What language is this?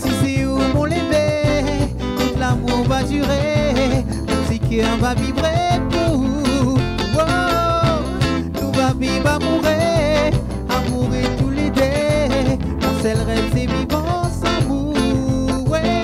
Réunion Creole French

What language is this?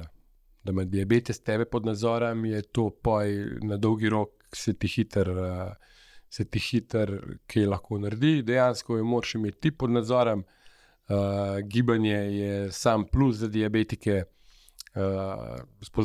Slovenian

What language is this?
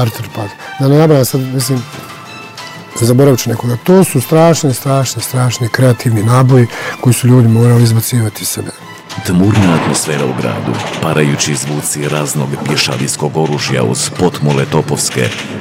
Bosnian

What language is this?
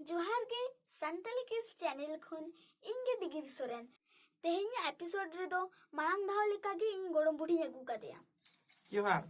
Santali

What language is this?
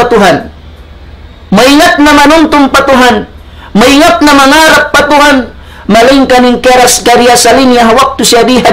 Tausug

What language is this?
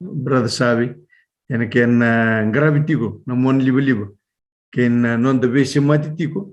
Fijian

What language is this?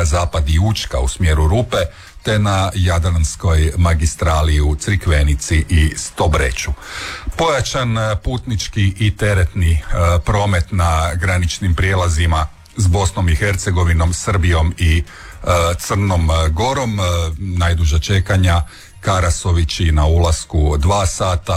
Croatian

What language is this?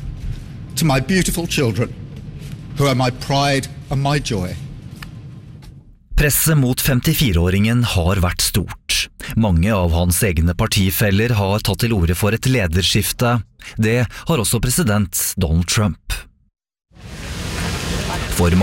Norwegian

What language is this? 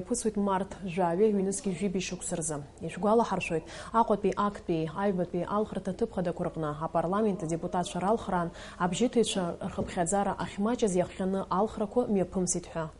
Abkhazian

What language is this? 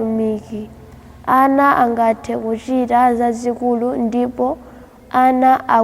Nyanja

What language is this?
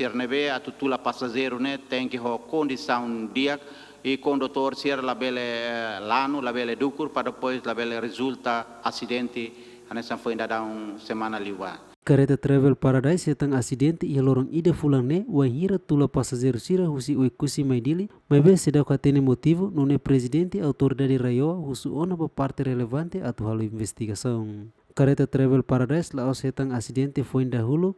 Tetum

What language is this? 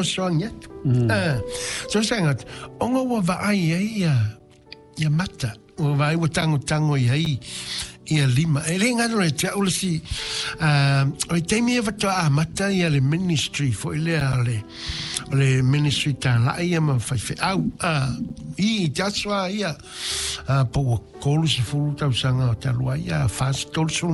Samoan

